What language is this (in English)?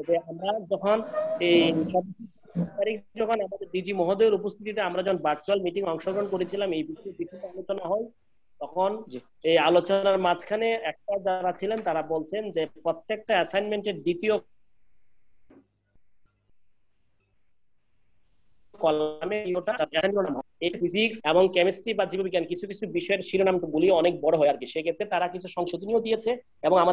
Bangla